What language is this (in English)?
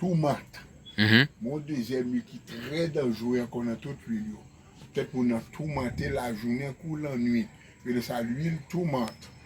Haitian Creole